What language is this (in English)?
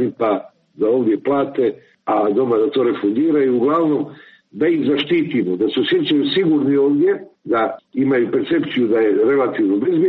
Croatian